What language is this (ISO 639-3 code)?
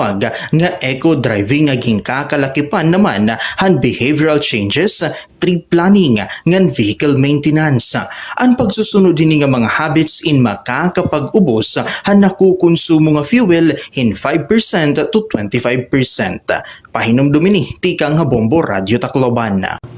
war